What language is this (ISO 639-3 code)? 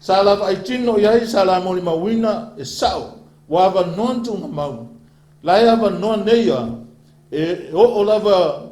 smo